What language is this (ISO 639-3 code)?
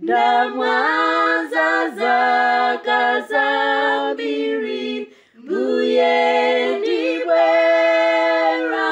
nya